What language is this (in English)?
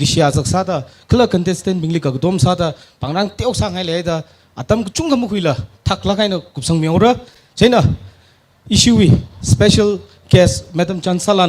Tangkhul Naga (India)